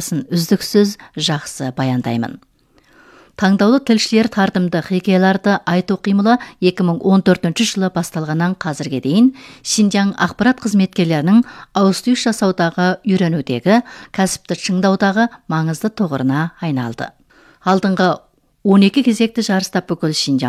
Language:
Kazakh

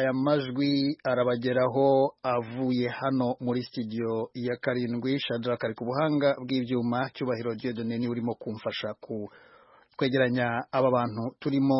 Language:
Kinyarwanda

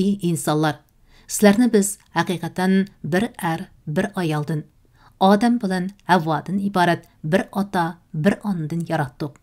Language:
Uyghur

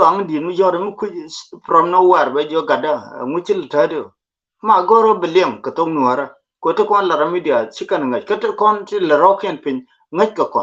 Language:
Nuer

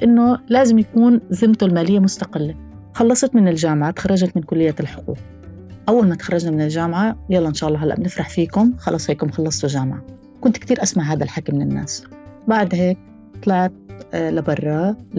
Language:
North Levantine Arabic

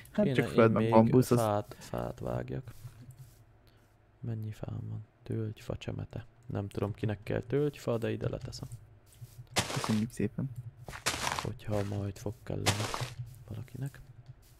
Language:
Hungarian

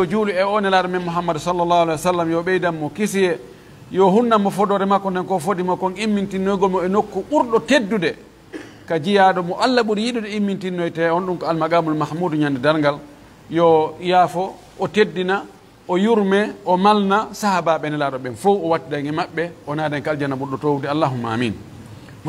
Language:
Pular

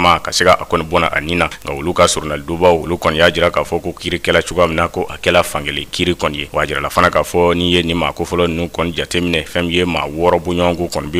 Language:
Bambara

